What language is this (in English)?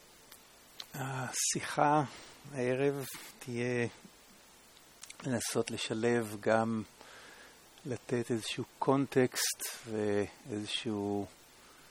Hebrew